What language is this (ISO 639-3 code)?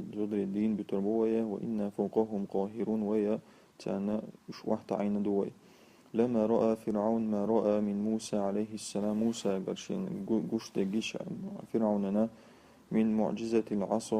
che